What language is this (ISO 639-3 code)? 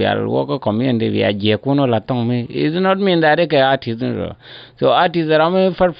nus